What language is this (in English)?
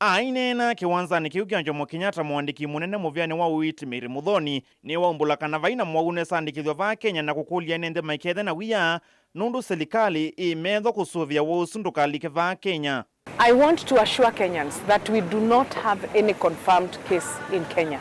Kamba